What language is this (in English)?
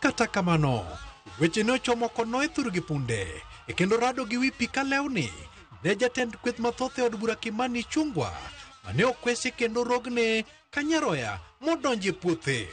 Luo (Kenya and Tanzania)